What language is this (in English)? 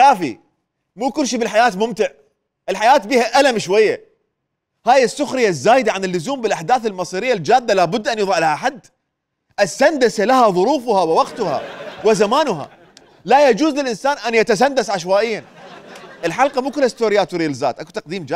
Mesopotamian Arabic